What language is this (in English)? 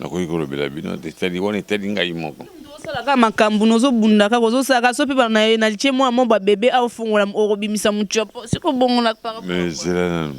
Lingala